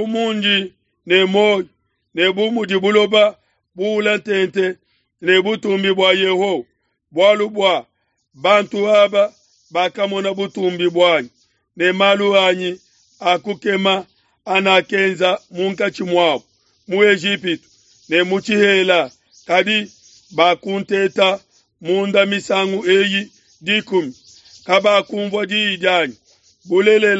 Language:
Luba-Lulua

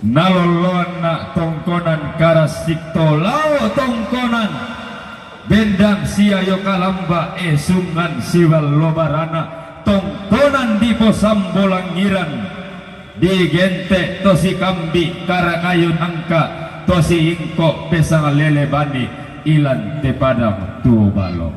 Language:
Toraja-Sa'dan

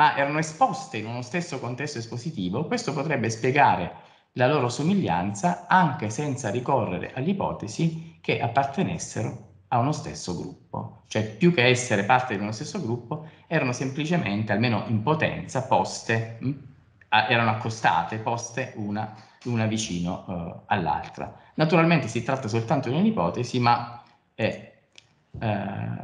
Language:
Italian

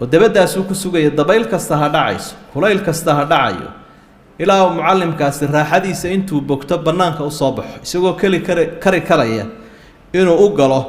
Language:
Somali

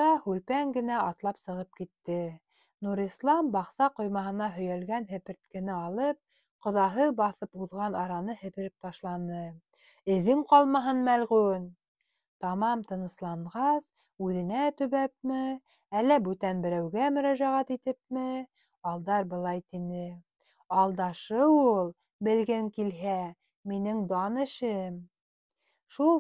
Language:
Bashkir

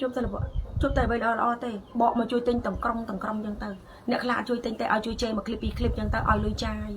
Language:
Khmer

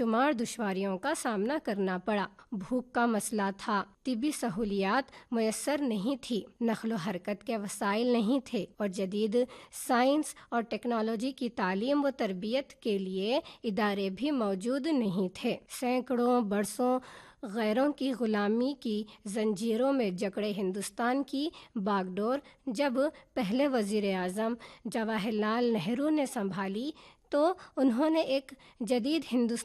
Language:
Urdu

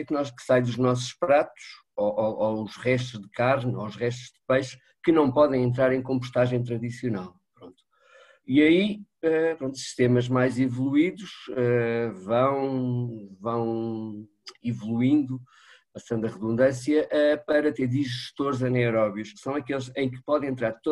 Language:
Portuguese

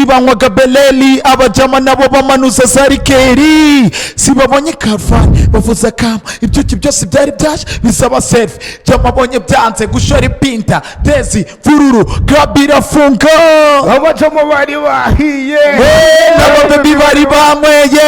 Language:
Kinyarwanda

